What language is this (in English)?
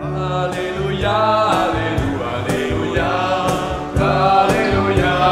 Upper Sorbian